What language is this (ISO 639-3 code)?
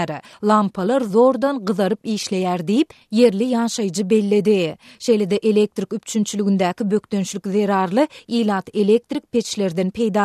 tuk